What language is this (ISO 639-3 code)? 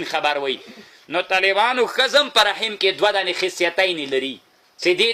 pus